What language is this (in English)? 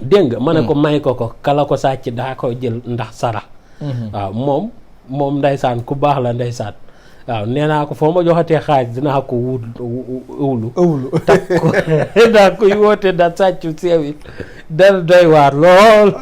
Wolof